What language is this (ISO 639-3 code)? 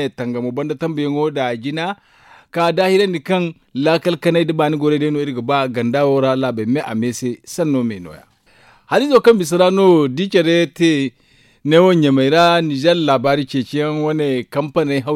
dje